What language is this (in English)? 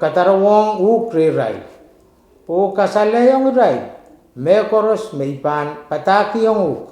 Pohnpeian